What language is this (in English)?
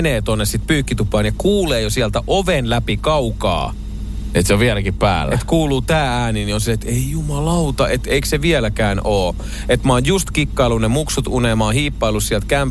Finnish